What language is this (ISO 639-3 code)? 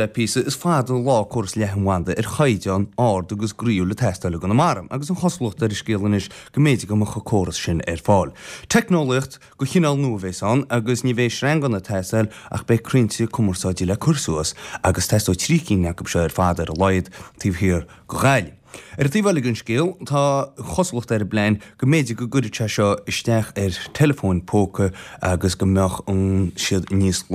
gle